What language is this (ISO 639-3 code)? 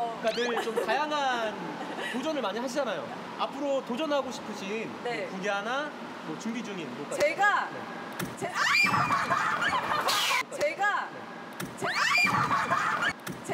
kor